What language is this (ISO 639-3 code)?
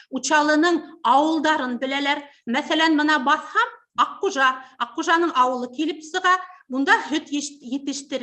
bak